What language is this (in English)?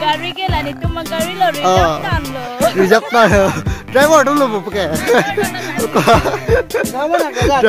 Karbi